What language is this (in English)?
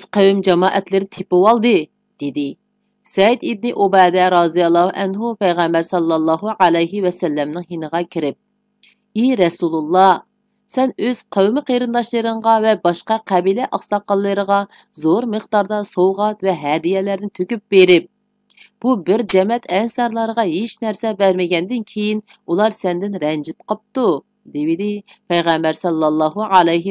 Uyghur